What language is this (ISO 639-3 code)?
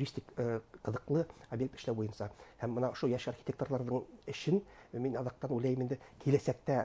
bak